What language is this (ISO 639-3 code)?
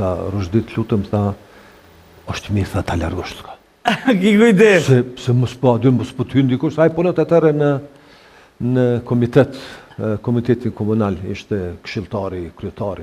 sqi